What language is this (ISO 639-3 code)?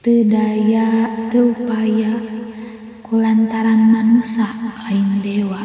sun